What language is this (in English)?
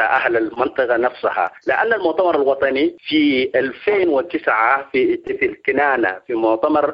Sudanese Arabic